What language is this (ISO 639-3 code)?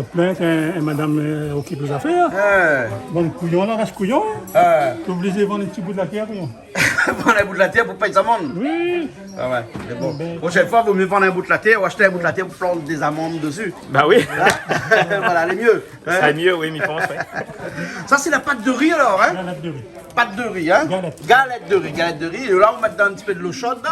rcf